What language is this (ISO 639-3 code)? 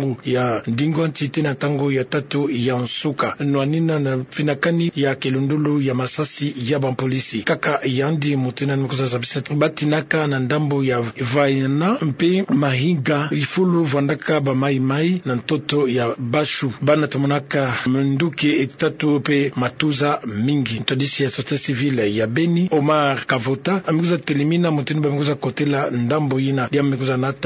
ktu